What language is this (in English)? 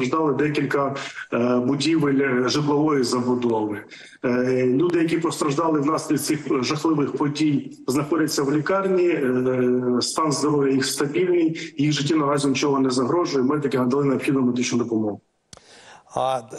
Ukrainian